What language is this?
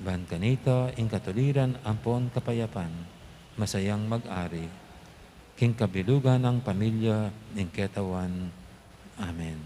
Pampanga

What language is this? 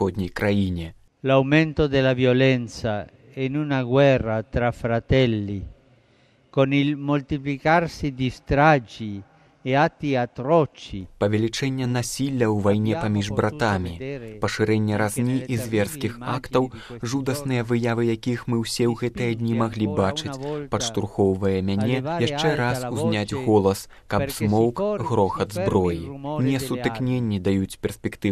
Belarusian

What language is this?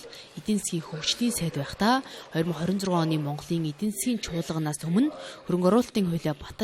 Mongolian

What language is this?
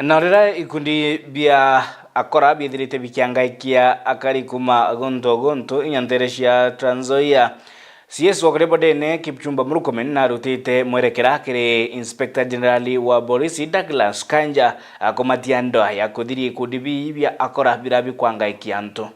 Meru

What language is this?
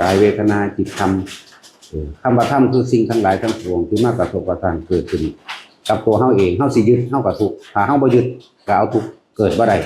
Northeastern Thai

